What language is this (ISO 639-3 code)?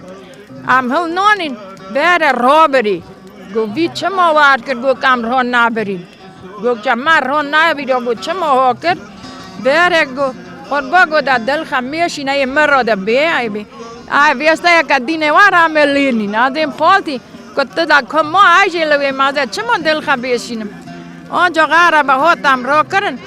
kur